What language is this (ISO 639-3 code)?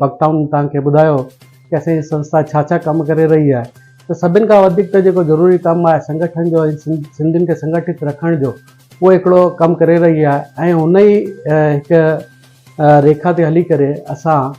snd